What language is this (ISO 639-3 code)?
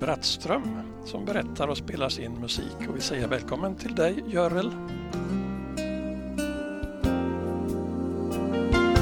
swe